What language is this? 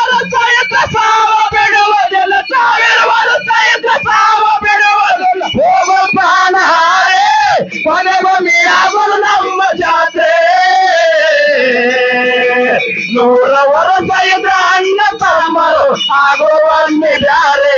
Kannada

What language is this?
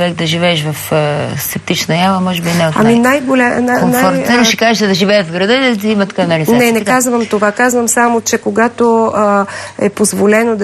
Bulgarian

